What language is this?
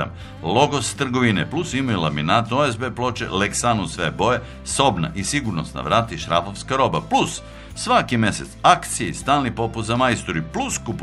Serbian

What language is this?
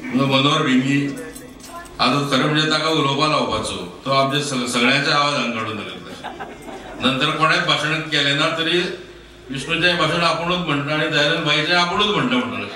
Konkani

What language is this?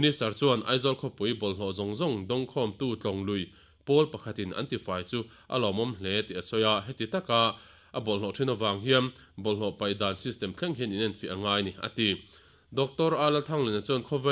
Mizo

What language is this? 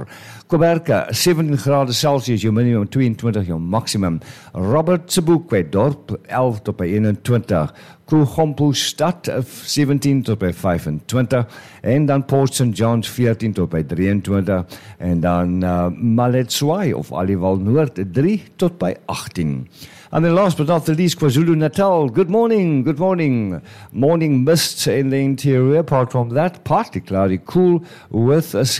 Afrikaans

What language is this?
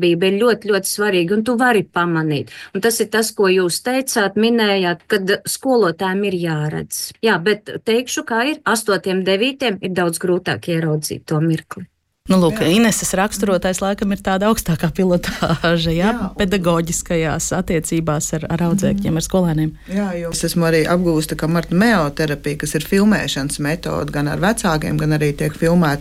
Latvian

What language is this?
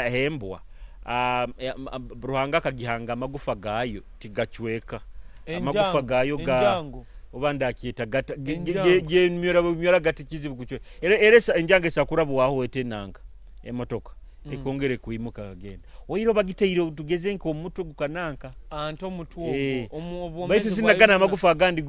Nyoro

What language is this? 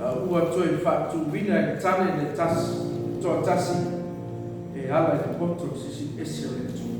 Samoan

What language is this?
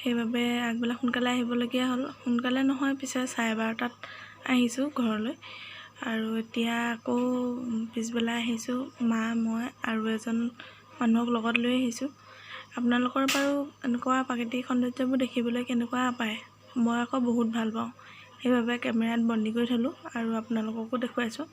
Assamese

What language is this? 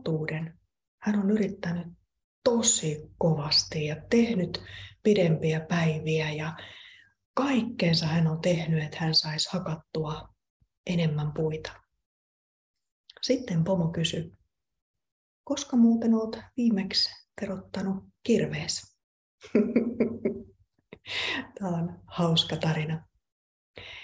Finnish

